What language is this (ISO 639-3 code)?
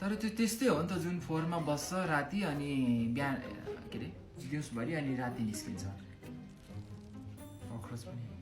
nep